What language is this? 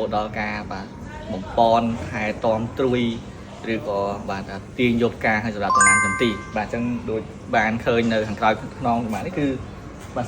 Khmer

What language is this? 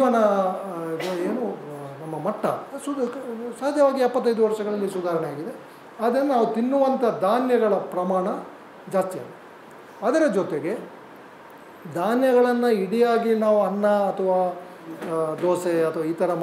Kannada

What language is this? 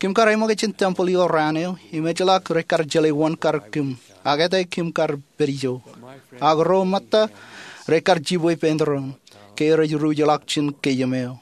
Marshallese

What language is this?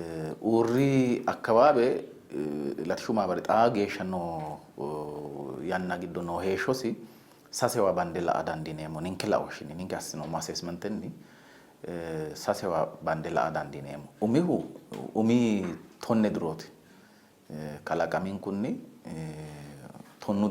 Sidamo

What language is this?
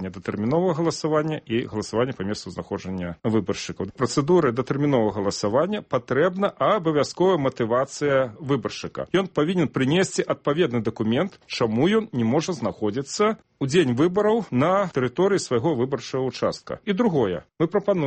Belarusian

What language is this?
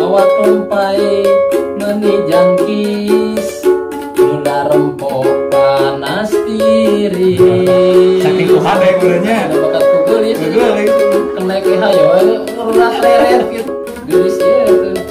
Sundanese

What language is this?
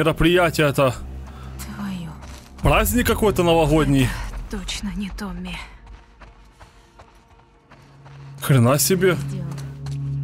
Russian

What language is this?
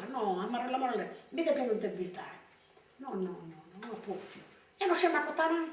Sardinian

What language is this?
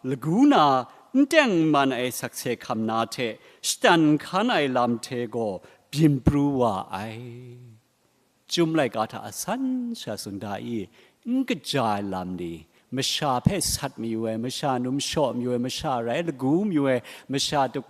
Kachin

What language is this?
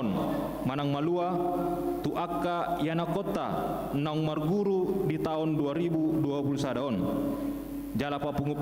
Batak Toba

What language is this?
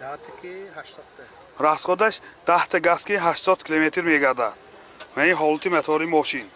Tajik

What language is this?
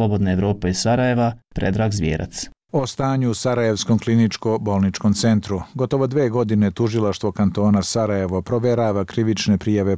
Bosnian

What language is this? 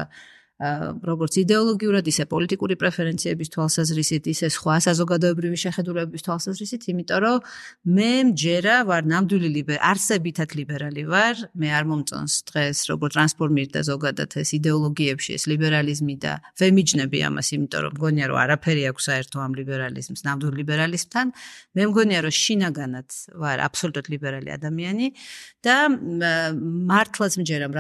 Georgian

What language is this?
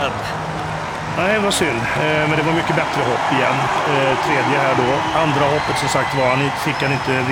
Swedish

